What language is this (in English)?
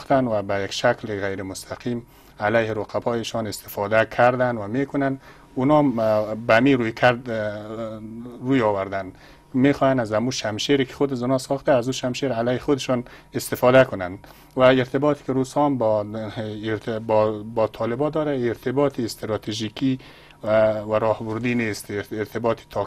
Persian